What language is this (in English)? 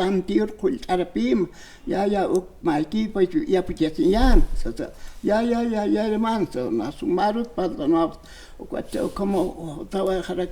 Aymara